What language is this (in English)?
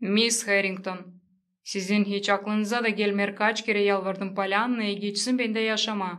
Gagauz